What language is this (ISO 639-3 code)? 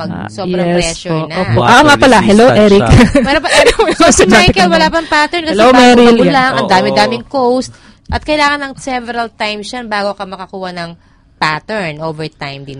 fil